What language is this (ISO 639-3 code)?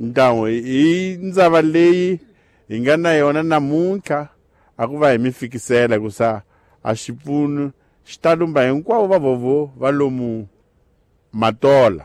tso